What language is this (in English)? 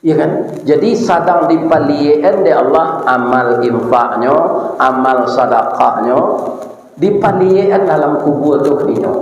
Minangkabau